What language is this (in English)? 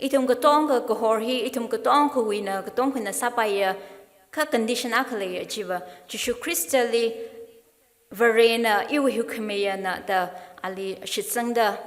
Tangkhul Naga (India)